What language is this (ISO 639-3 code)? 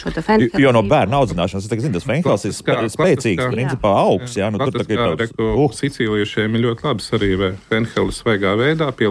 lav